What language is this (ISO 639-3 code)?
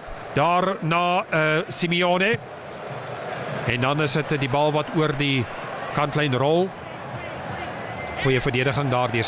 afr